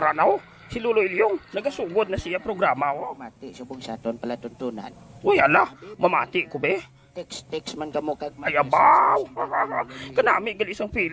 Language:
Hiligaynon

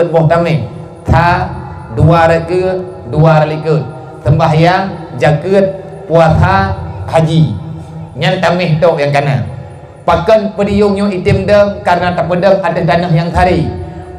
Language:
Achinese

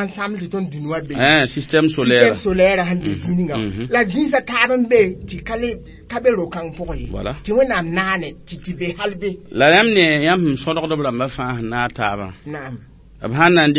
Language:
Mossi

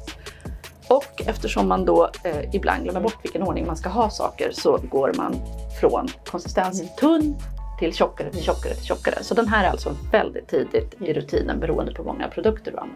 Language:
Swedish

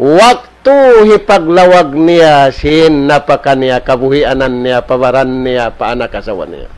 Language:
Tausug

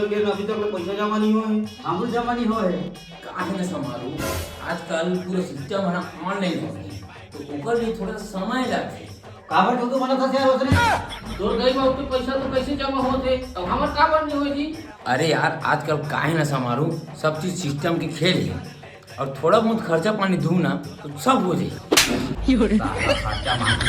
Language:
Chhattisgarhi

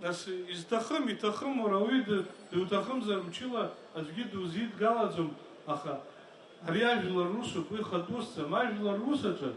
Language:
Abkhazian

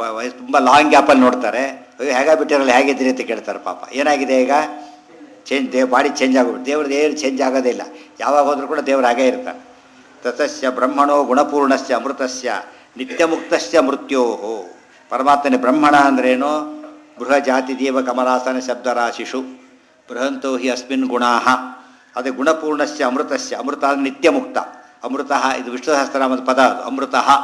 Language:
Kannada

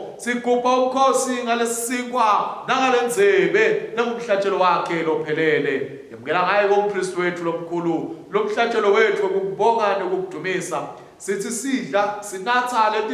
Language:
Swati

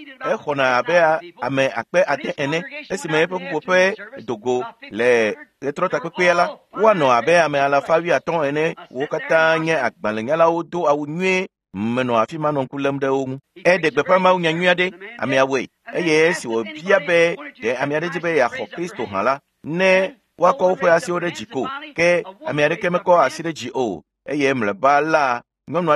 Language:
Ewe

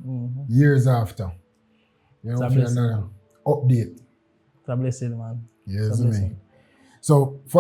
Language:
Jamaican Creole English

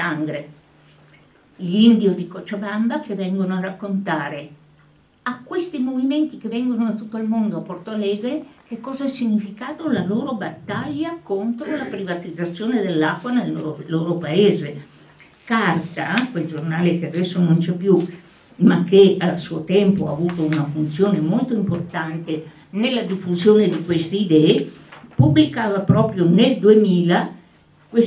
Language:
Italian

